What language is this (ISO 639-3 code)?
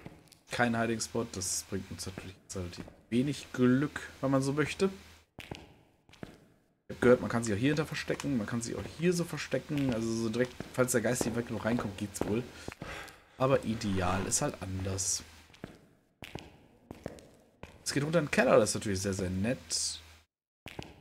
deu